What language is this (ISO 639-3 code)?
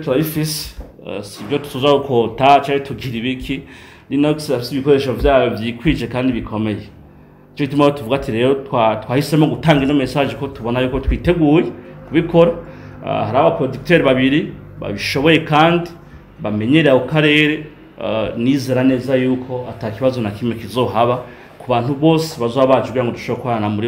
run